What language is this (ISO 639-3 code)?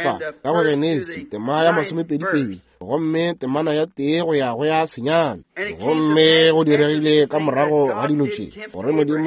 nso